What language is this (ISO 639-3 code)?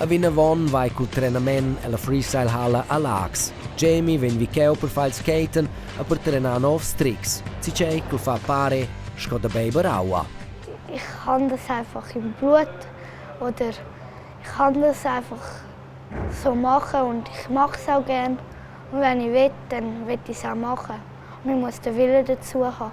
roh